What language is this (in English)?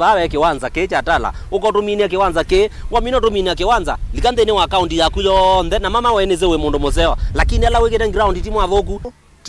Kamba